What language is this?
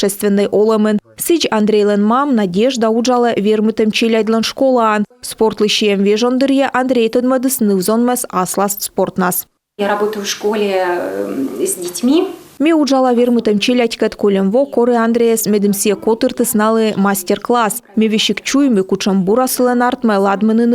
Komi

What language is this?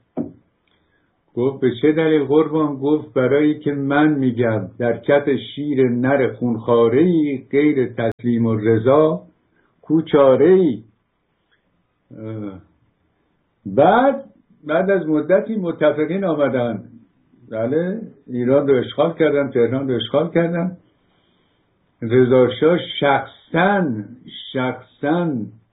Persian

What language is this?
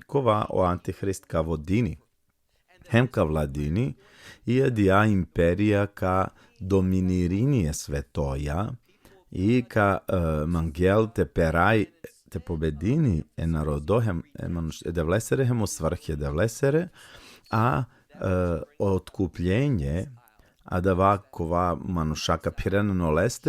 Balkan Romani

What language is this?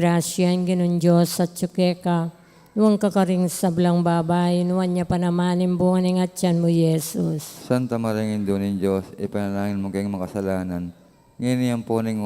Pampanga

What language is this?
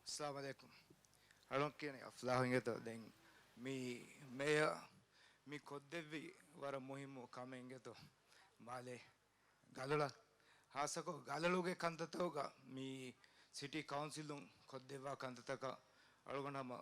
Divehi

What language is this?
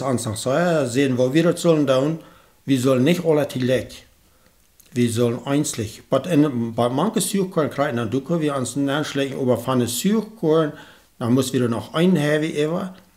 Plautdietsch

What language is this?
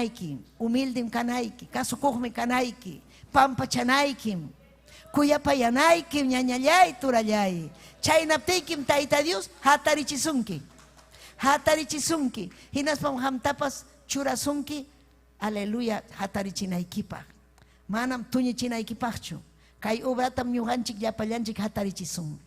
Ayacucho Quechua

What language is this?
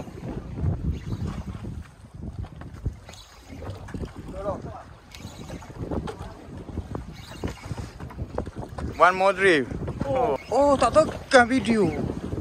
Malay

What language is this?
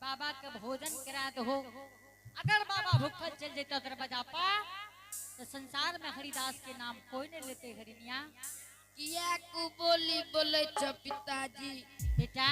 Angika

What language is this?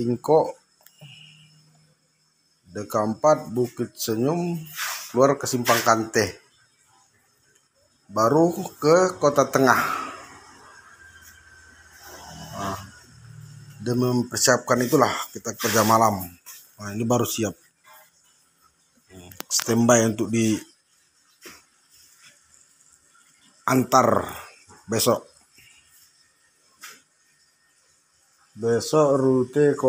Indonesian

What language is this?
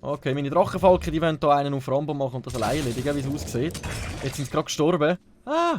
Swiss German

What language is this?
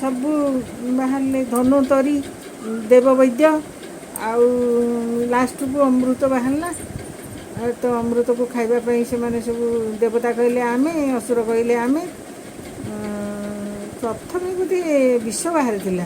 Odia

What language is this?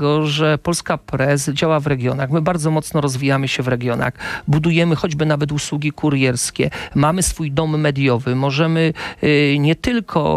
Polish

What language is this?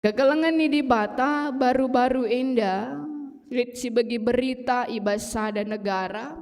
Batak Karo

